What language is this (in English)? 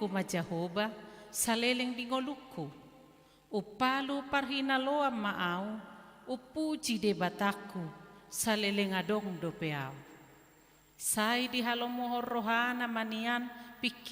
Batak Toba